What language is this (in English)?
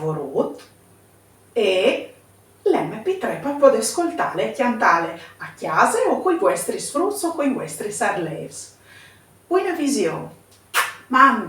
Friulian